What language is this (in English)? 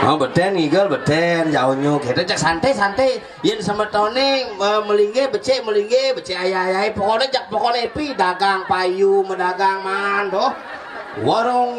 Balinese